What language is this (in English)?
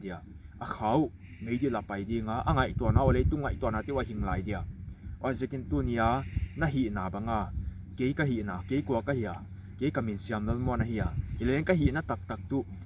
Paite Chin